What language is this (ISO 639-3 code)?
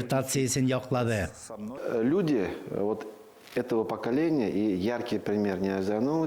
tat